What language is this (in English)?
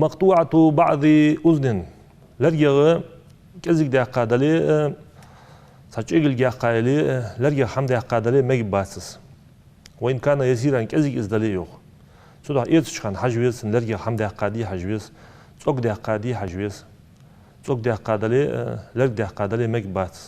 Ingush